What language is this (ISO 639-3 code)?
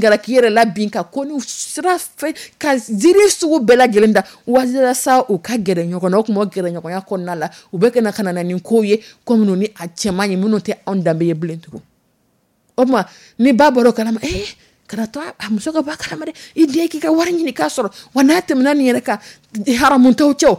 dyu